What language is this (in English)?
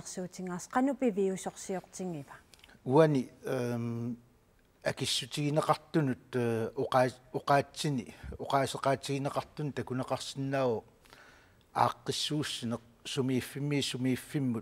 Kalaallisut